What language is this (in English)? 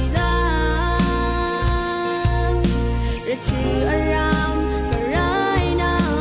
Rawang